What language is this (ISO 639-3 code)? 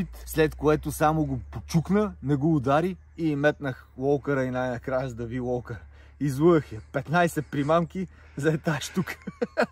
bul